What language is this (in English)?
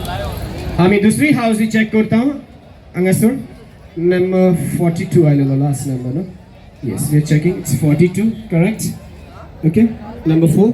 Konkani